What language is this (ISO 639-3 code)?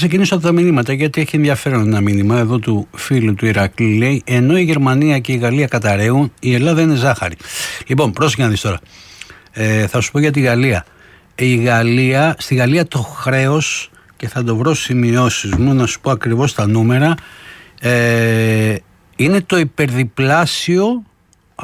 ell